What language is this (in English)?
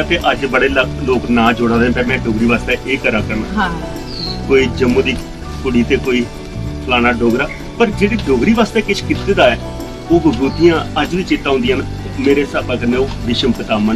Dogri